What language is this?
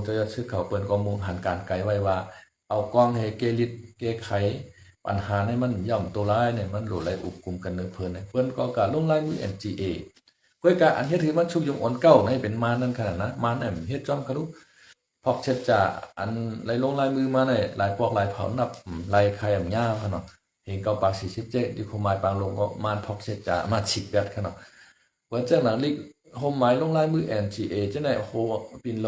Shan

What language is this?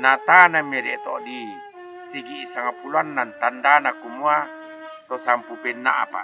Toraja-Sa'dan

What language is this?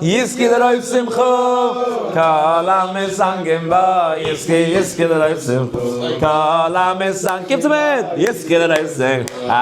Yiddish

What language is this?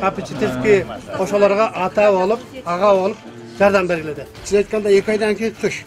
Kyrgyz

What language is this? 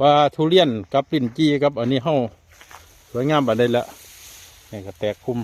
Northeastern Thai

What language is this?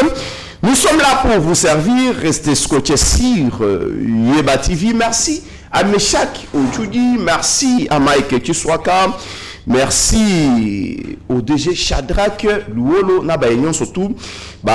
French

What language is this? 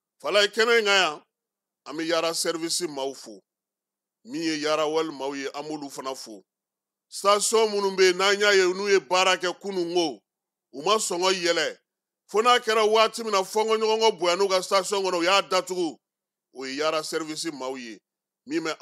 Bambara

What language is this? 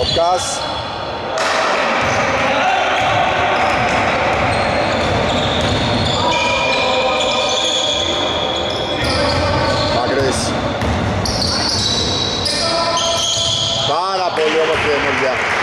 Greek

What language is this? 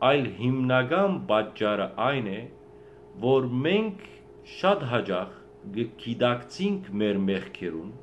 Western Armenian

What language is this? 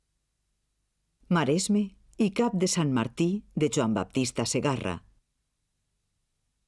Catalan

